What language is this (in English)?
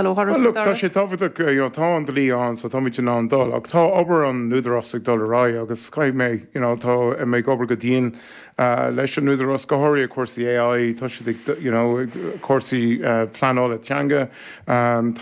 Irish